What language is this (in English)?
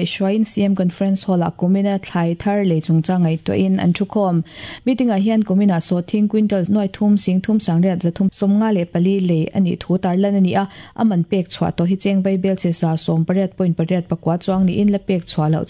Mizo